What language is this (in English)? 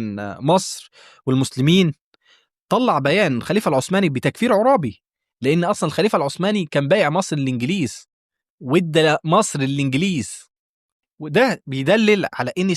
Egyptian Arabic